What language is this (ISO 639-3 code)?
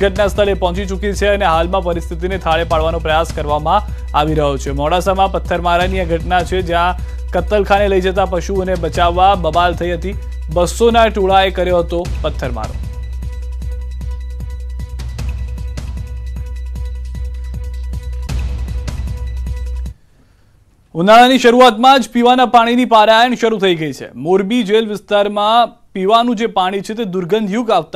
guj